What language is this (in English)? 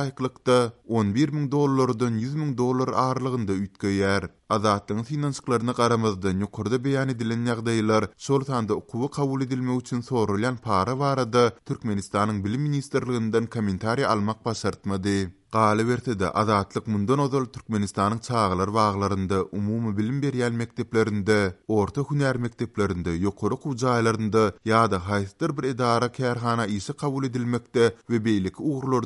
Turkmen